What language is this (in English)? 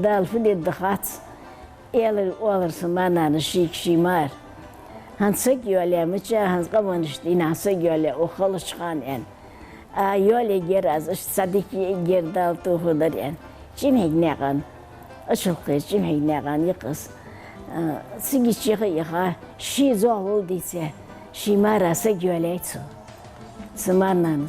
Ingush